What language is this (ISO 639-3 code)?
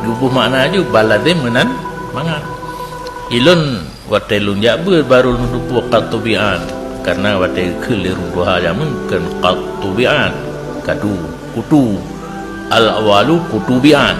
ace